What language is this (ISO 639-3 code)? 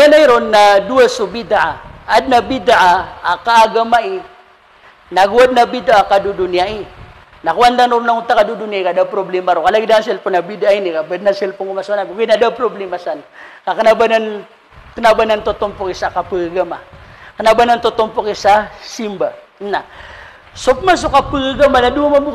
mrw